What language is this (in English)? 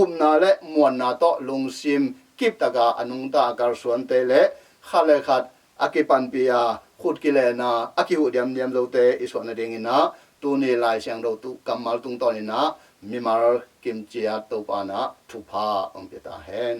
Tedim Chin